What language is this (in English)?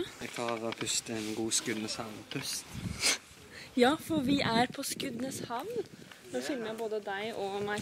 Norwegian